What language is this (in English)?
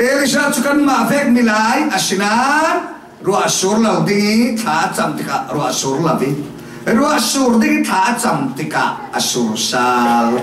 Falam Chin